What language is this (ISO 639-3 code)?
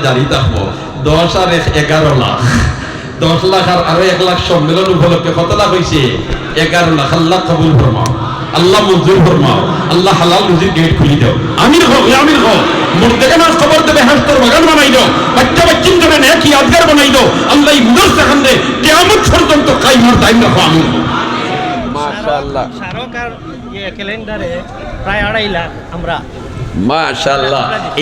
syl